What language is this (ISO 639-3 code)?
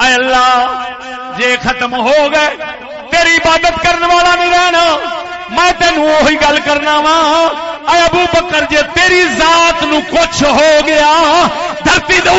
skr